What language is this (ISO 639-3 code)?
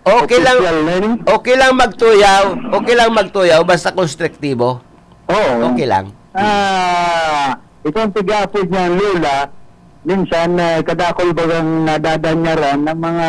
bik